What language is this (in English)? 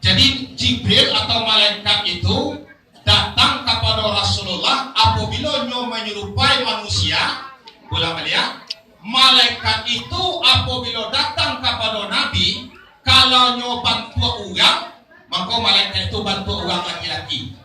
Minangkabau